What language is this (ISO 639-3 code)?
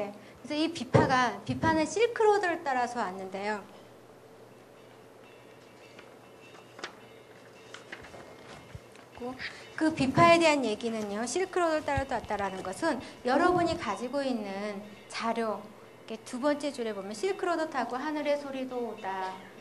kor